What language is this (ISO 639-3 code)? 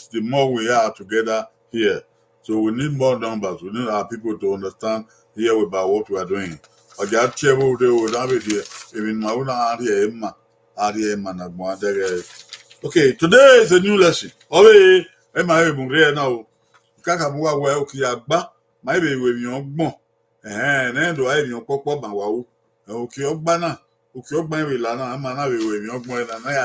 bin